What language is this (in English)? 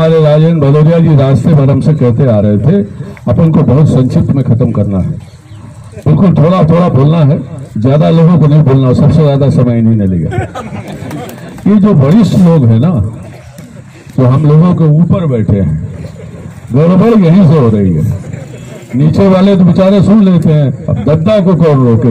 Hindi